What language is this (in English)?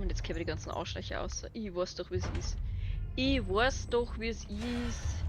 Bavarian